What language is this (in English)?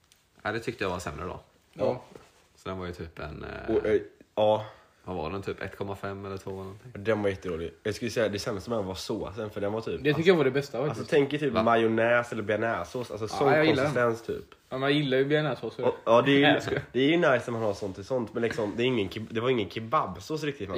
Swedish